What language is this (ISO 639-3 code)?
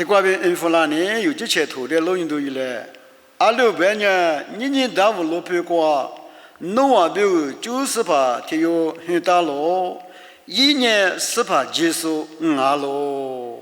lis